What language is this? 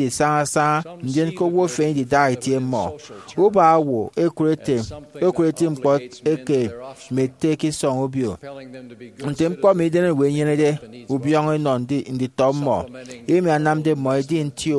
Efik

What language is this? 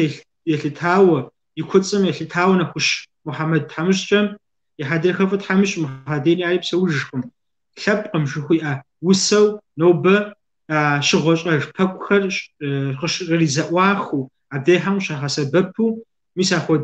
Kabardian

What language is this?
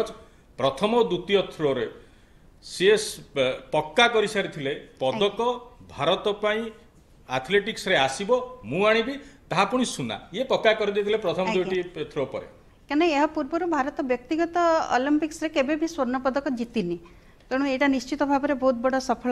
Odia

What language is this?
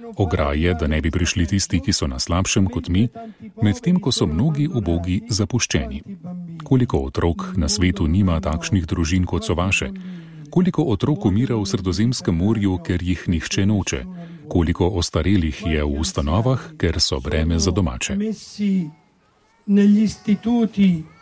Slovenian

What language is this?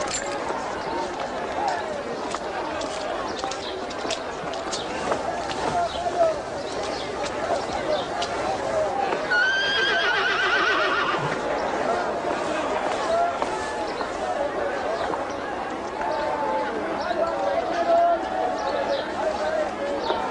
S'gaw Karen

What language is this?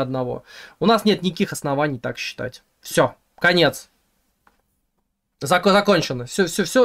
Russian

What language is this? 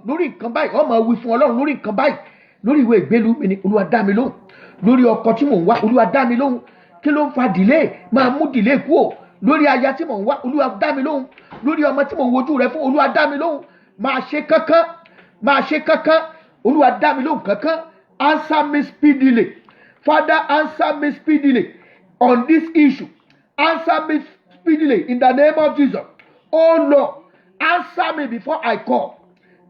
Yoruba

